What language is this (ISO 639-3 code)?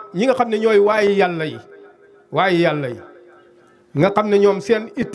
wol